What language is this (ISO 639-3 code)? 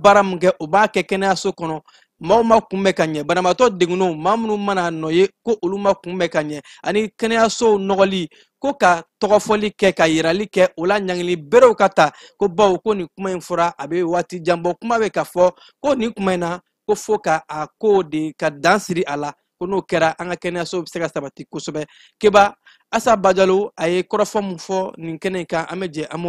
bam